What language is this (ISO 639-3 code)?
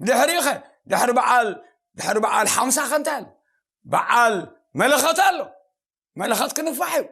tir